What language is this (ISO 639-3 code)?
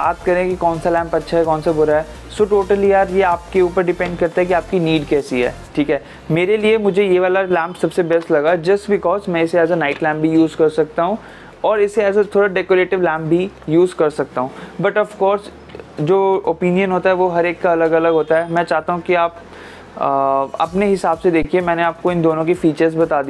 hin